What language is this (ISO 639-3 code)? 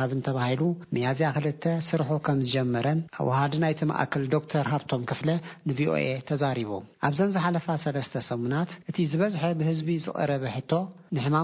tir